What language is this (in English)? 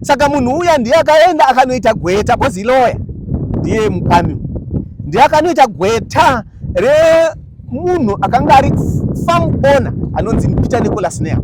Shona